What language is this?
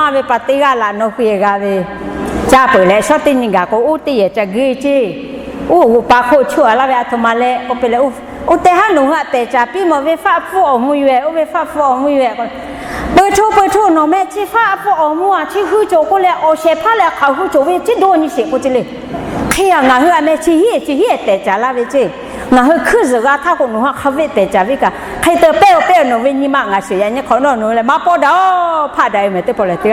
Lahu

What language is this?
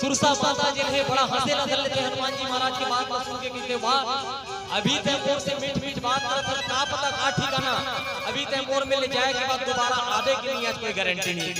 Chhattisgarhi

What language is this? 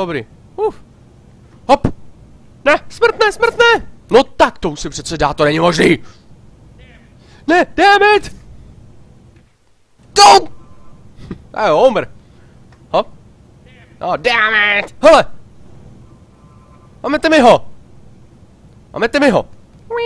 Czech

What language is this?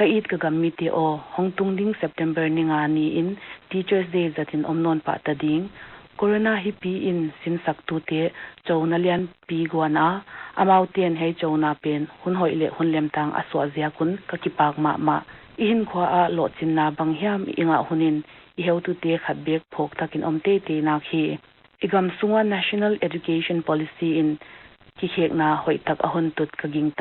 Paite Chin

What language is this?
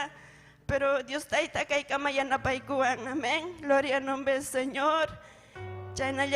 Ayacucho Quechua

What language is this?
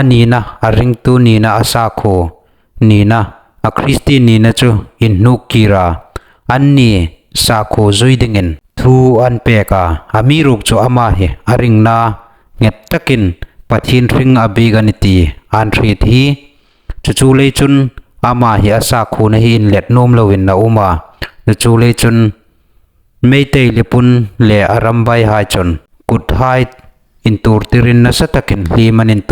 Hmar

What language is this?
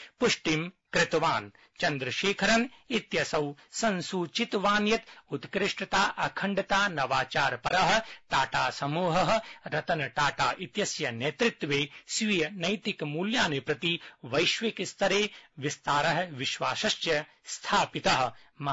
Sanskrit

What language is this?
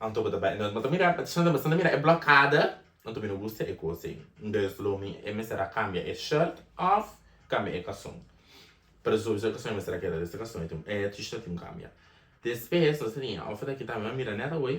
Papiamento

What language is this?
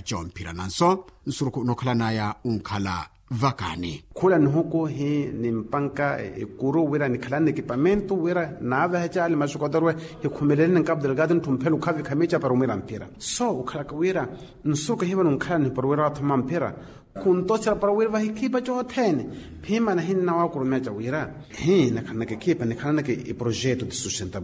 Makhuwa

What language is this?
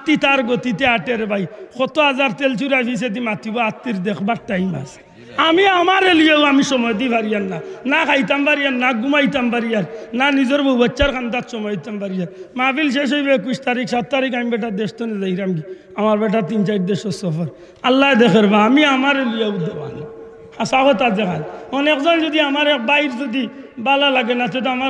Sylheti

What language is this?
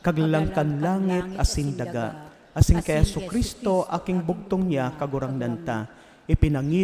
Bikol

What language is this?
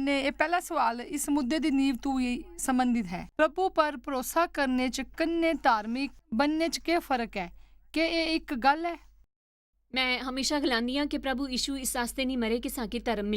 Dogri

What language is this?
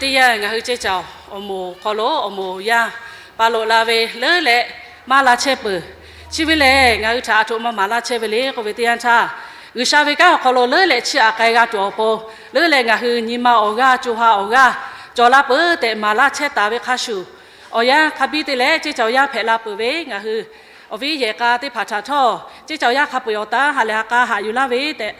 Lahu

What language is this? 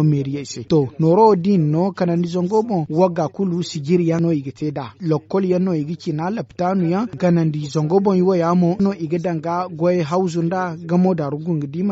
Zarma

